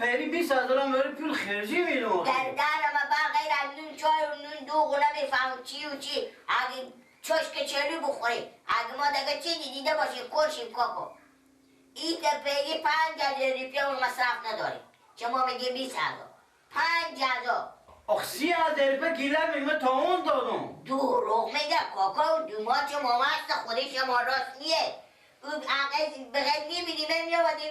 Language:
Persian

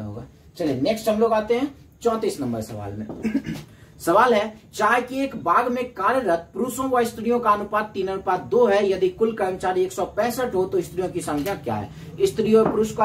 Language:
Hindi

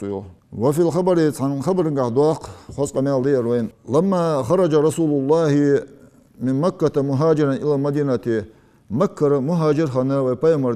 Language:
Ingush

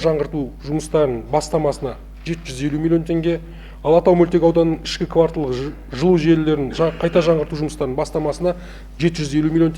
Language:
Kazakh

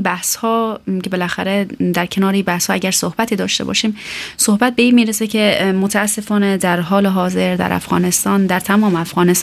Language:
Persian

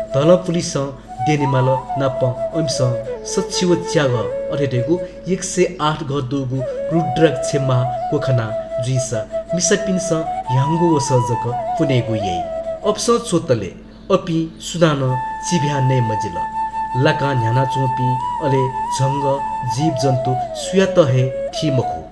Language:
Newari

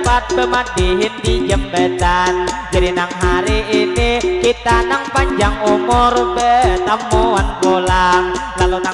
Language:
Banjar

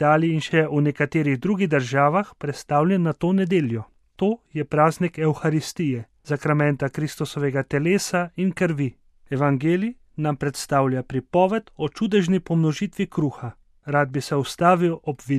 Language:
Slovenian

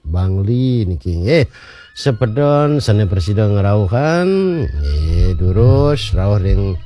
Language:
Balinese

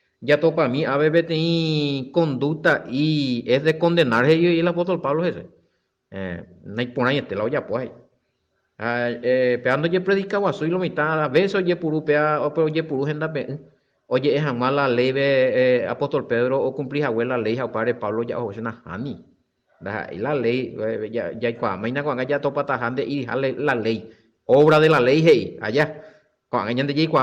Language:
Guarani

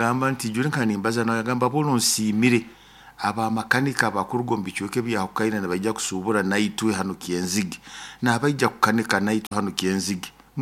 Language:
Nyoro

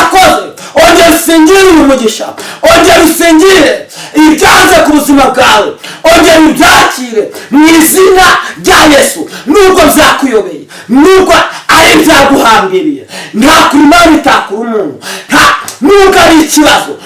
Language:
Kinyarwanda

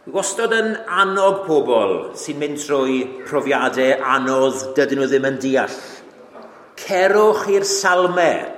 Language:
Welsh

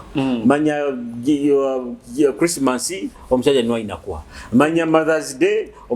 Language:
Nyoro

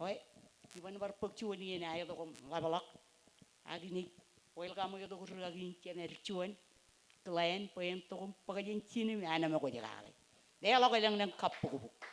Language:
Marshallese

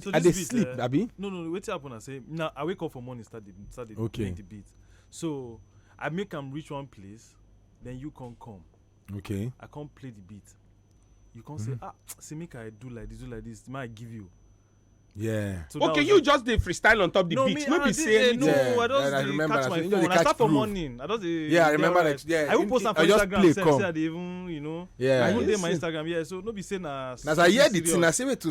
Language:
Nigerian Pidgin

